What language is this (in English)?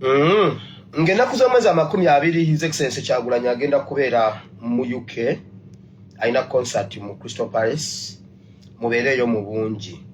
Ganda